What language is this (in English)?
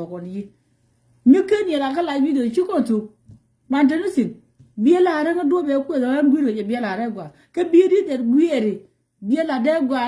Nuer